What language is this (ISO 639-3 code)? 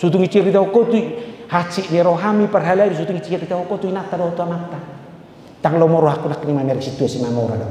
bbc